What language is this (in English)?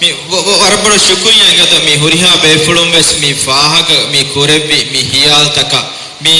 Divehi